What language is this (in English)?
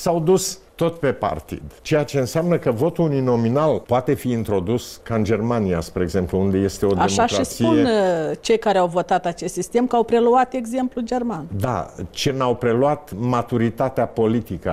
Romanian